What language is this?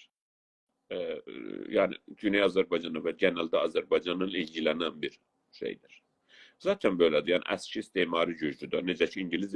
South Azerbaijani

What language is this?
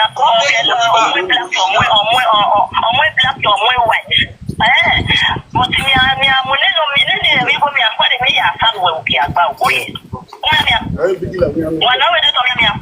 Nigerian Pidgin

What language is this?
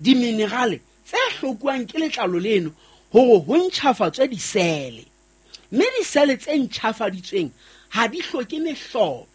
Southern Sotho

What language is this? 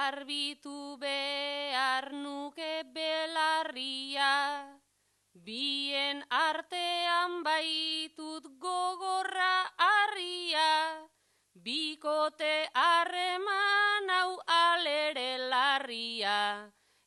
Basque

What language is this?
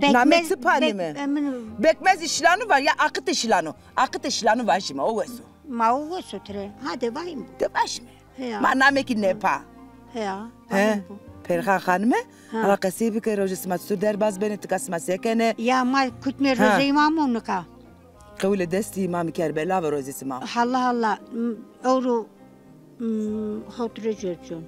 Zaza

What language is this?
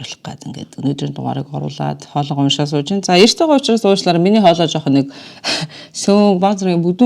Mongolian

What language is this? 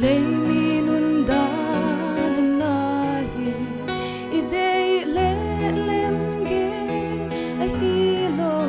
Paite Chin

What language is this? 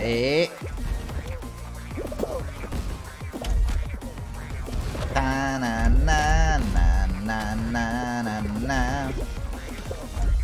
Italian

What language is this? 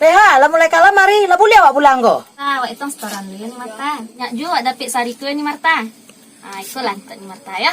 Minangkabau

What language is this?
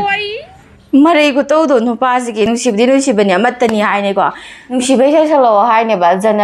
Manipuri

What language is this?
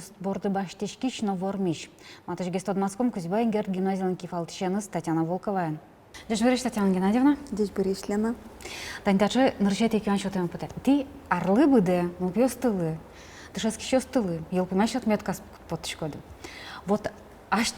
Udmurt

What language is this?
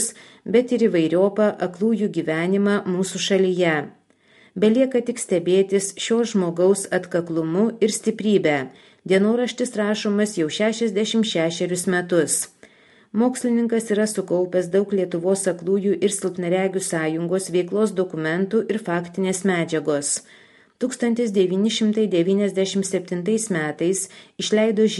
Lithuanian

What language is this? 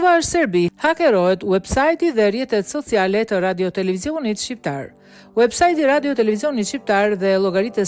Albanian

